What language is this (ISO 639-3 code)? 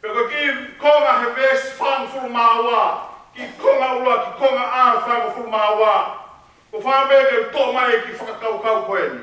ton